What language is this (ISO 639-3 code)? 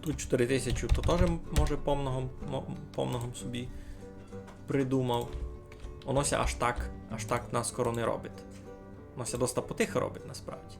rue